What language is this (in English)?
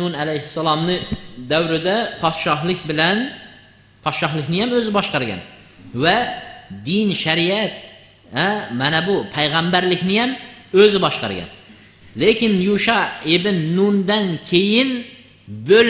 Uzbek